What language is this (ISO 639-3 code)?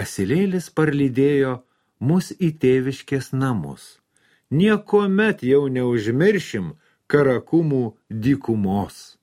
lit